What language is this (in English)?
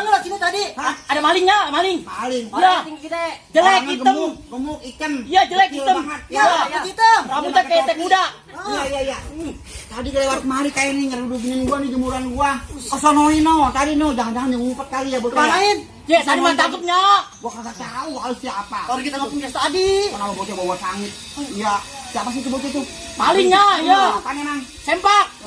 Betawi